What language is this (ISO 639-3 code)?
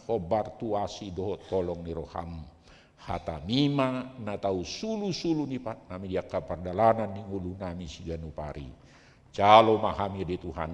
bbc